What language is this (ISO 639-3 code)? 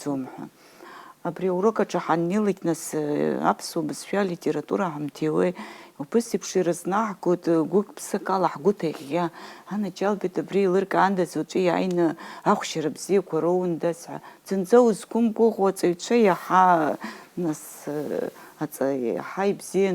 abk